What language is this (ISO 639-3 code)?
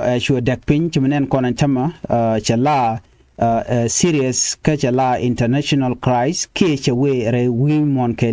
nus